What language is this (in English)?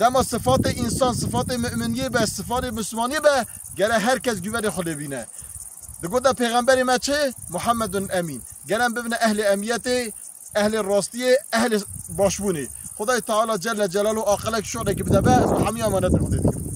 Kurdish